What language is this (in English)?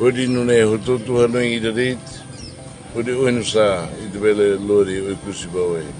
Tetum